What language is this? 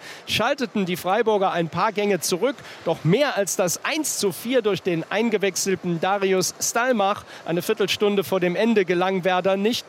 German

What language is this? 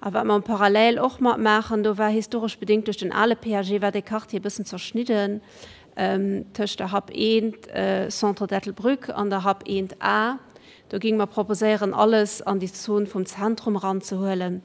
Luxembourgish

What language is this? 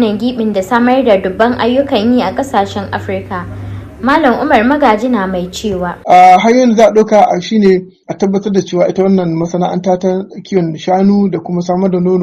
Hausa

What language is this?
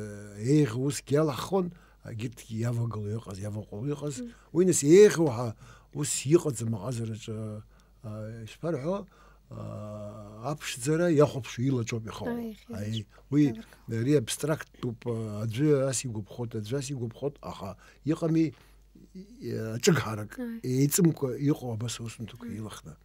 Abkhazian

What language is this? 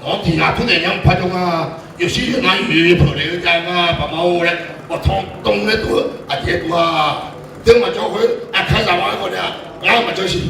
Akha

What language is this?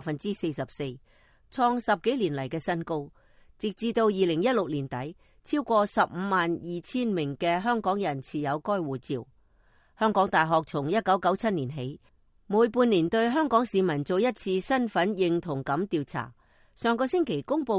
Cantonese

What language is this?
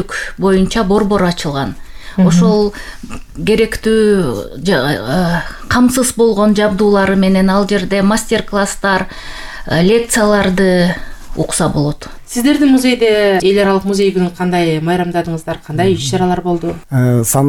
Kyrgyz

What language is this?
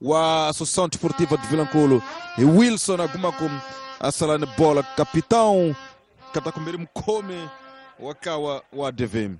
Tsonga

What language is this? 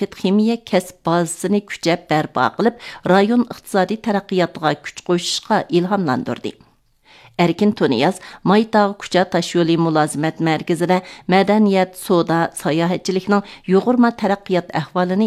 Uyghur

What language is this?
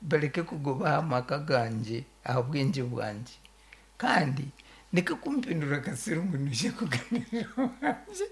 Nyoro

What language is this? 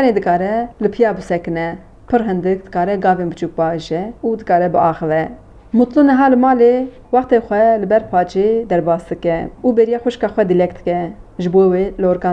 Kurdish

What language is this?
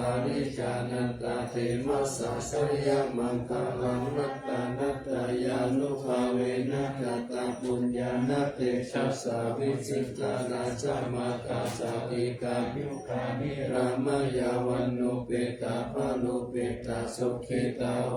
Pali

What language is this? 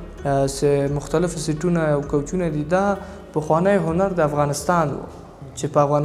Pashto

